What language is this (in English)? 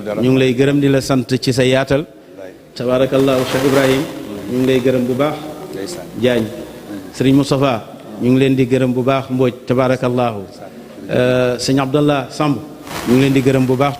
Wolof